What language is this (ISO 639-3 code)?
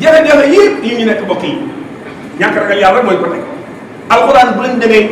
wol